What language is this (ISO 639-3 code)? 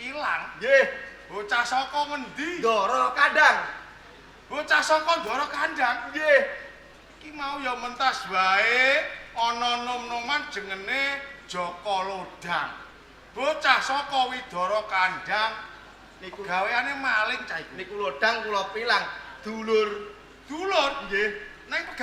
jav